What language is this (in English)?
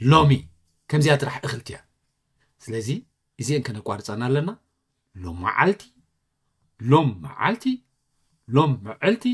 Tigrinya